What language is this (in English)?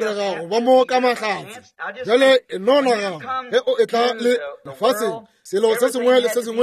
Northern Sotho